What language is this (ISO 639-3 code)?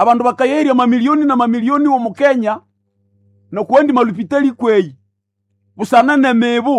nnb